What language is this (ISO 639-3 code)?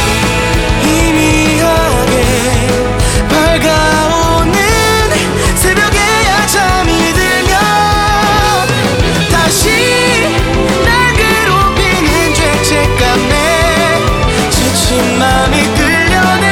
kor